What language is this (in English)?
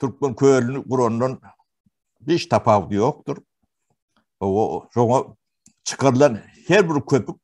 Turkmen